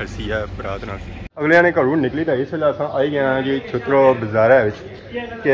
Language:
Pahari-Potwari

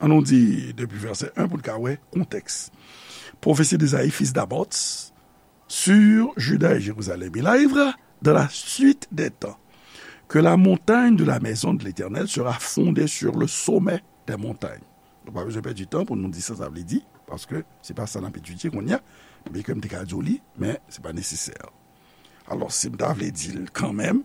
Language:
Haitian Creole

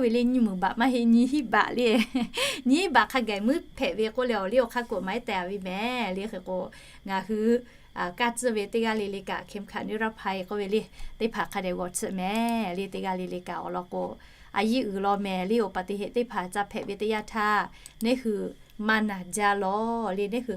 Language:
Lahu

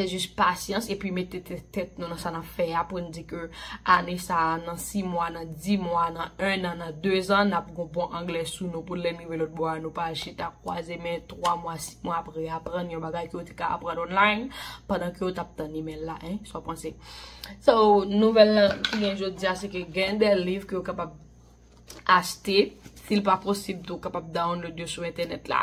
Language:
Haitian Creole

